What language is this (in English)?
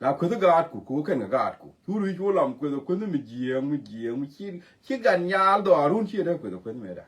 Nuer